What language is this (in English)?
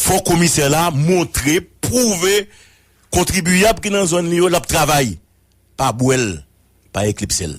Haitian Creole